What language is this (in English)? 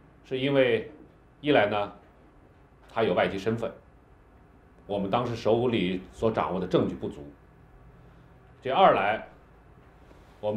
Chinese